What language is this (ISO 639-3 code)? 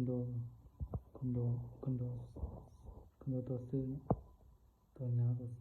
lao